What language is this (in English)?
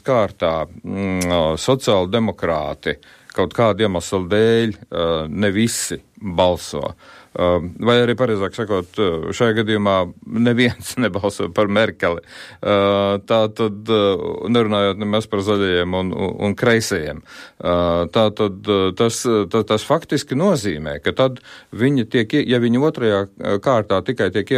Latvian